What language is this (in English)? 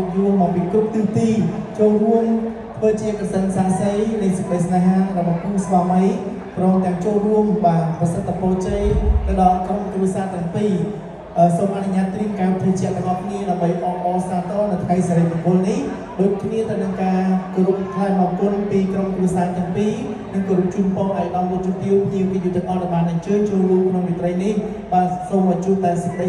Khmer